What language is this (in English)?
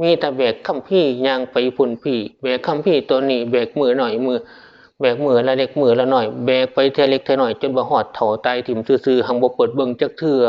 Northeastern Thai